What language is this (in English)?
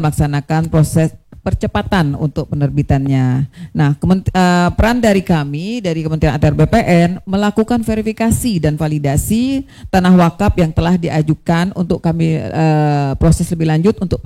Indonesian